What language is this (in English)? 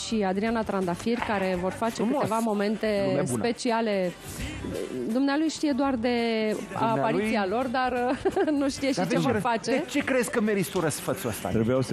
Romanian